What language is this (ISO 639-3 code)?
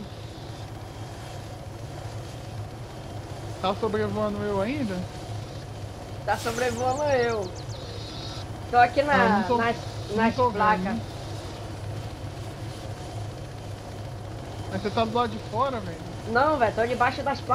por